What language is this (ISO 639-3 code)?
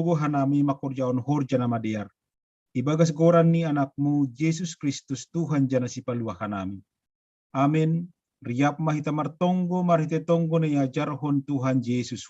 bts